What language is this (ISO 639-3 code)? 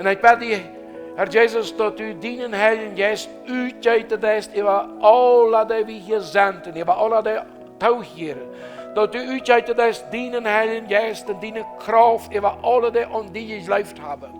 pdt